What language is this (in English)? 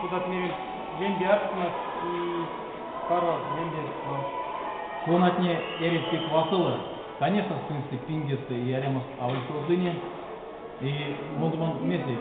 Erzya